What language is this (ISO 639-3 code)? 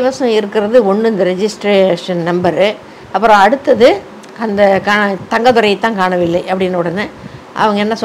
tam